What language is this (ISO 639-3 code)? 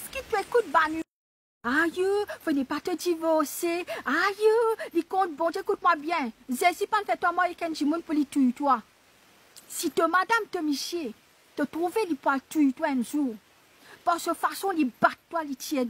mfe